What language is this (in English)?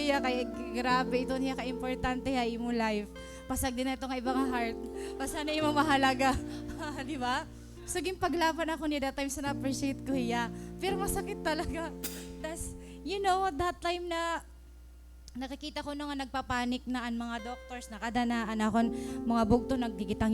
Waray